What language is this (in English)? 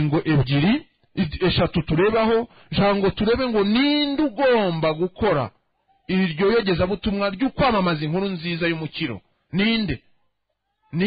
Kinyarwanda